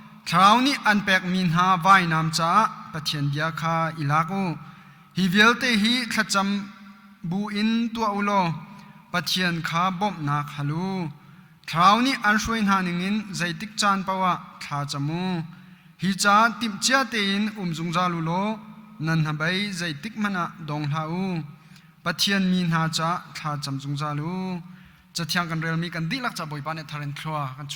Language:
Hakha Chin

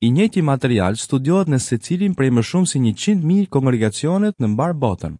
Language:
Albanian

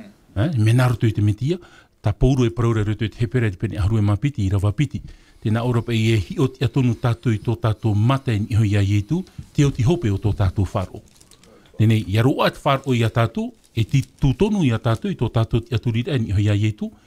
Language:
Tahitian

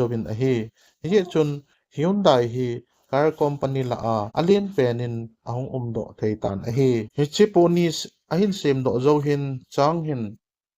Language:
Thado Chin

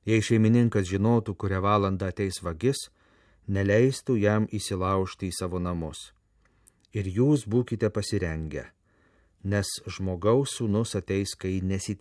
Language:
Lithuanian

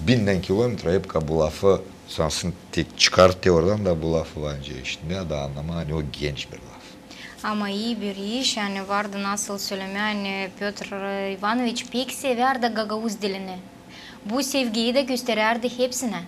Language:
Gagauz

